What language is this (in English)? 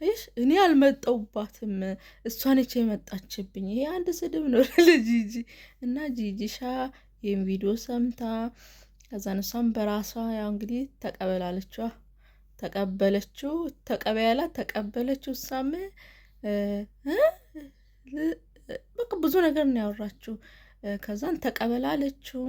Amharic